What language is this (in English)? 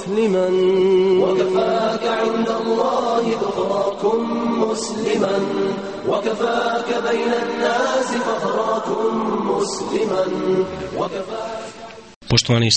Bosnian